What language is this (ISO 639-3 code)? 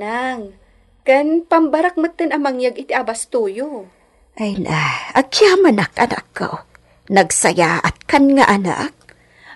ilo